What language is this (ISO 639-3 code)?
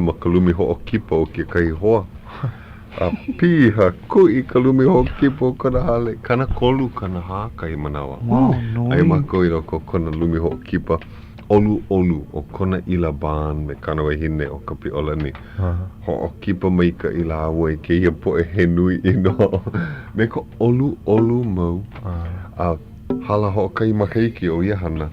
haw